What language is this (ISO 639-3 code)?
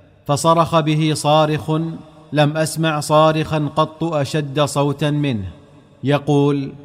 ara